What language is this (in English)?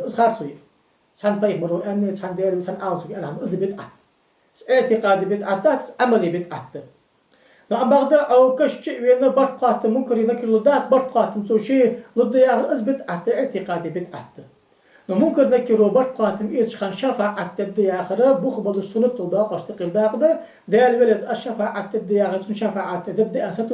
Ingush